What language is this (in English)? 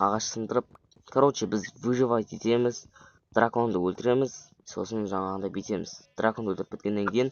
Kazakh